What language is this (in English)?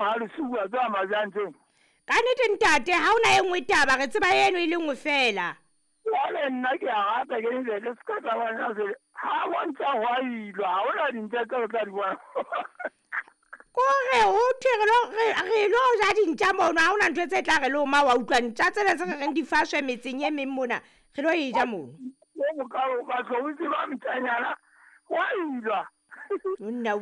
Southern Sotho